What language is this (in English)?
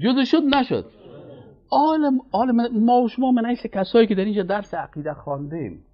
Persian